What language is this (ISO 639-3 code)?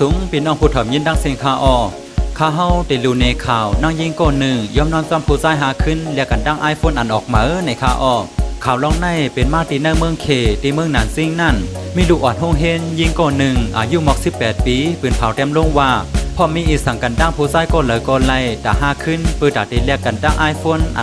shn